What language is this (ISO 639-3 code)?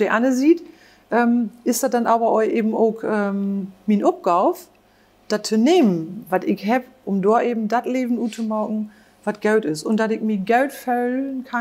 nds